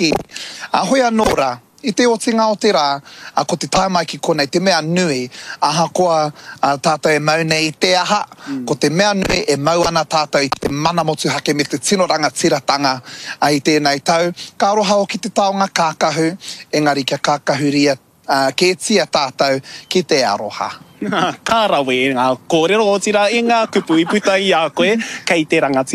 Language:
Māori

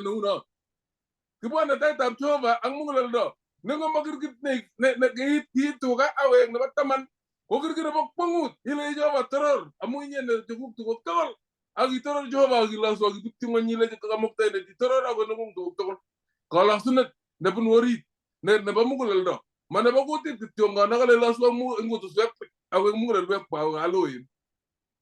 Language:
Kalenjin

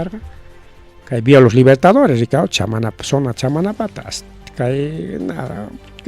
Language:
Ayacucho Quechua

